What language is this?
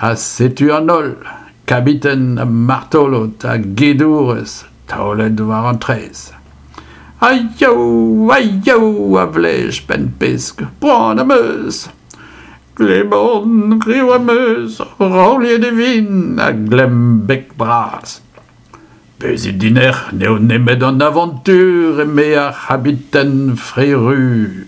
Breton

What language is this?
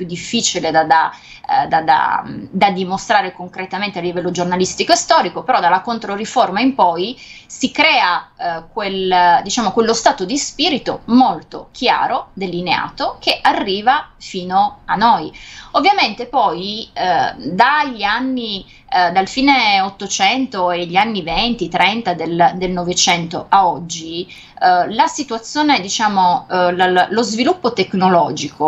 Italian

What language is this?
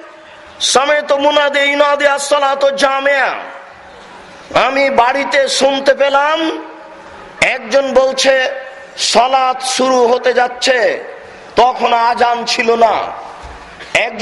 Bangla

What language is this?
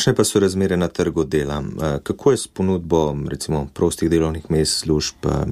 Slovenian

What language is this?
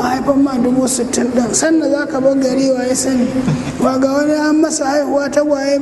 Hausa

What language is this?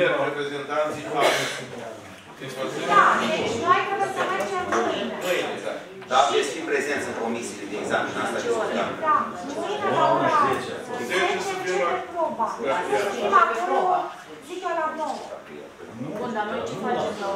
Romanian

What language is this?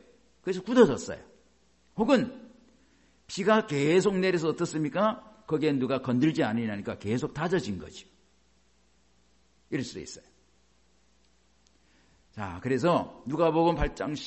Korean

